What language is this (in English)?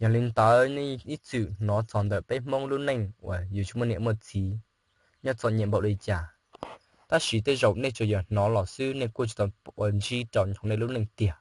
Hmong